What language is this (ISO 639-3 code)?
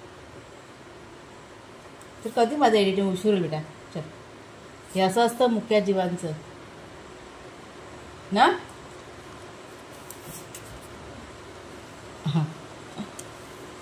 mar